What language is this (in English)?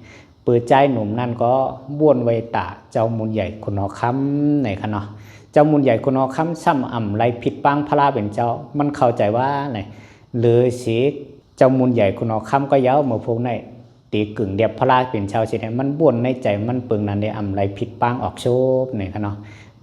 Shan